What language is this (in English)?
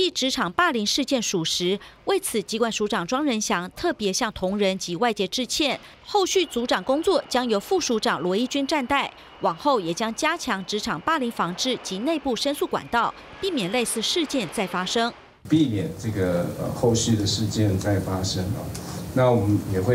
Chinese